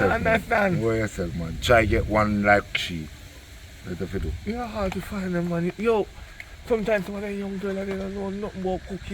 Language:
Jamaican Creole English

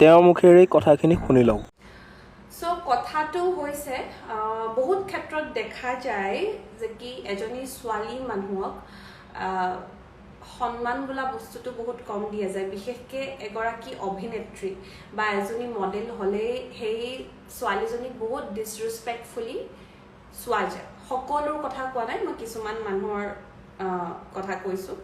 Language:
Assamese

